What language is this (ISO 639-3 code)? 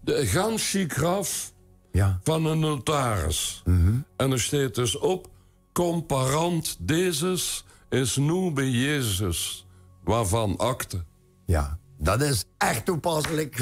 lim